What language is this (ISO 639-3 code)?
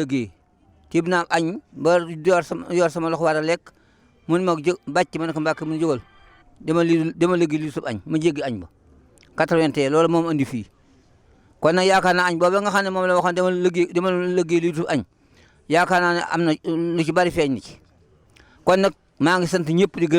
wol